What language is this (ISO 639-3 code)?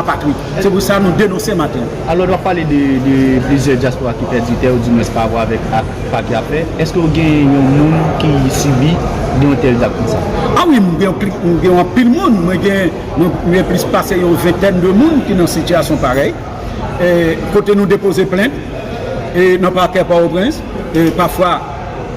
hat